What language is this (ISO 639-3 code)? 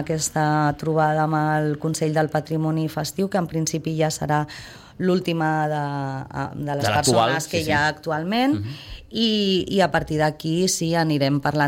cat